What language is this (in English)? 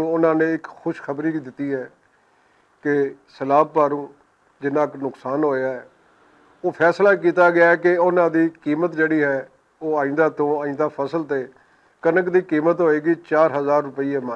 Western Panjabi